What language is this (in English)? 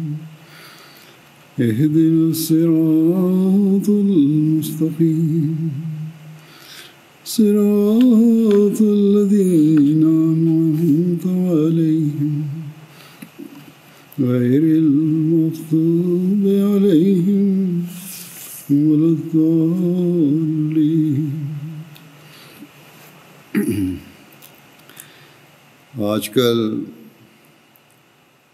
Bangla